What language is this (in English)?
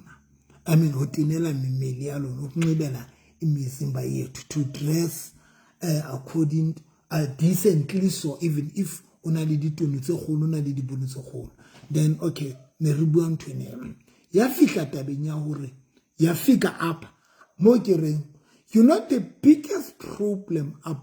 Southern Sotho